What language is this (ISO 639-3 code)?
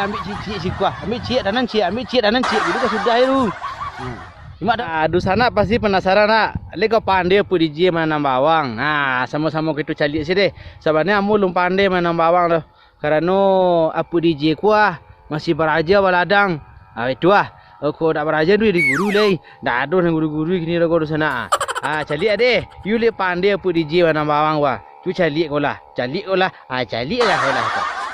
min